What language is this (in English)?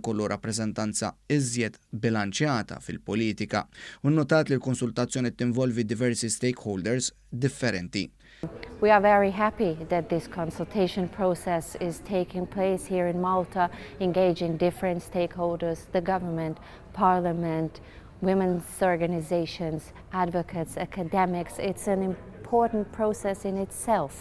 Maltese